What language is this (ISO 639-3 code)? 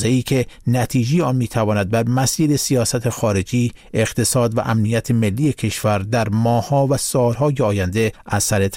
fas